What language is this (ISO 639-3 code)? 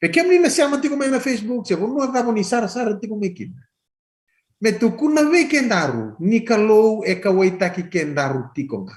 fij